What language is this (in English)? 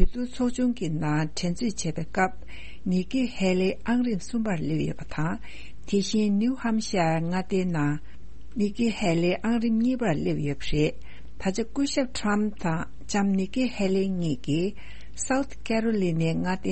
Tibetan